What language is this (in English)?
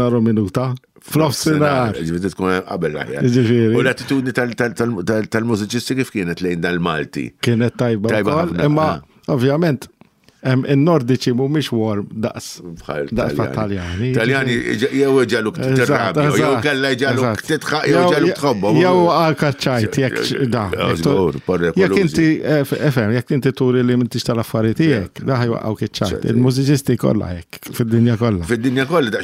Maltese